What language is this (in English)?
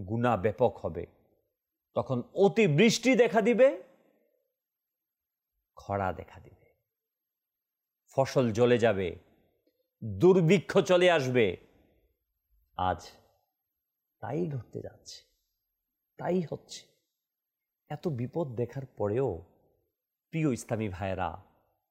Bangla